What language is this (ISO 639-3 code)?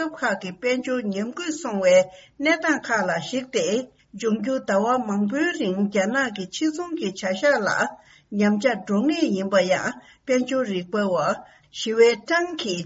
bod